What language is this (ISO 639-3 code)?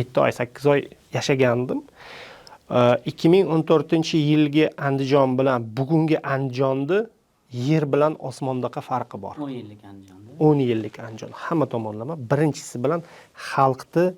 uzb